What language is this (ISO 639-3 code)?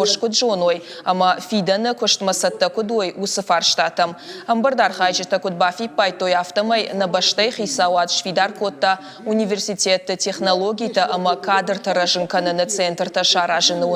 oss